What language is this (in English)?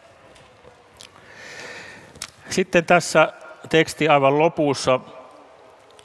Finnish